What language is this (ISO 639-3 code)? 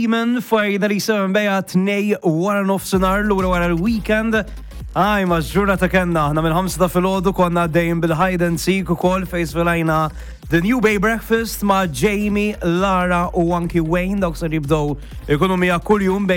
mlt